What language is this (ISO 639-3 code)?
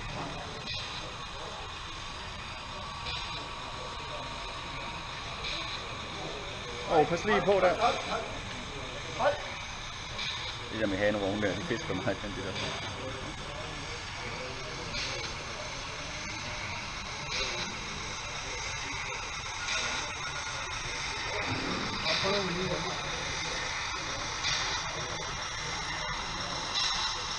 dan